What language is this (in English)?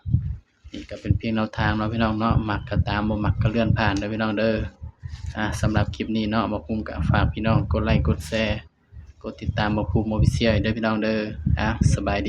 Northeastern Thai